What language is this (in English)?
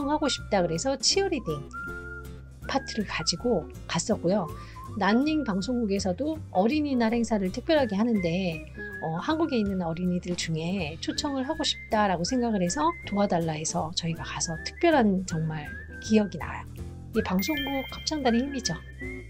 Korean